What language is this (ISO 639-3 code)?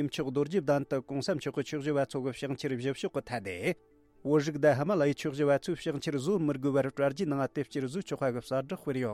bod